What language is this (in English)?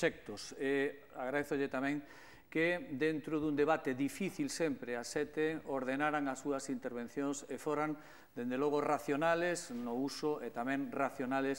Galician